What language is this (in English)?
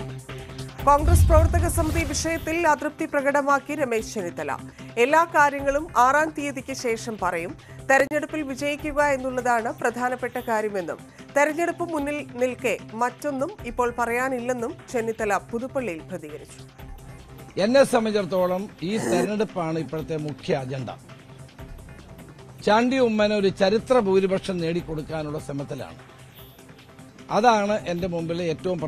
Malayalam